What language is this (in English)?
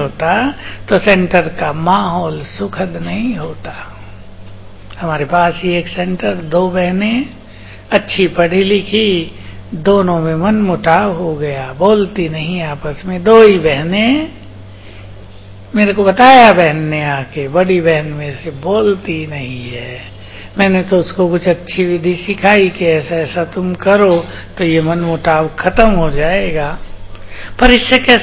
Hindi